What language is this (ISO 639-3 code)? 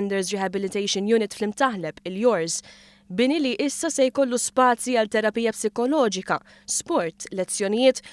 mlt